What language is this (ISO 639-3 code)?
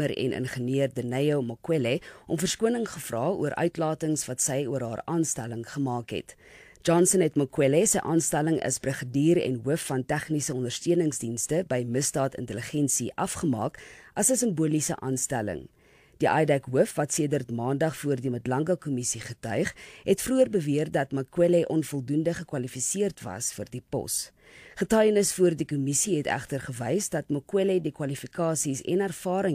afr